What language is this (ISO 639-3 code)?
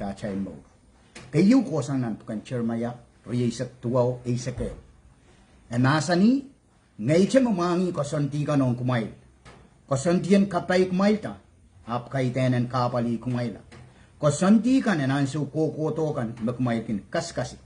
pon